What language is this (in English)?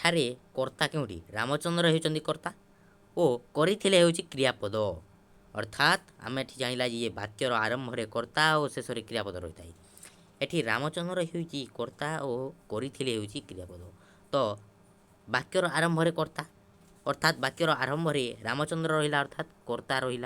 Odia